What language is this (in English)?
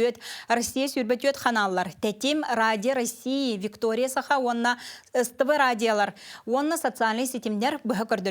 Yakut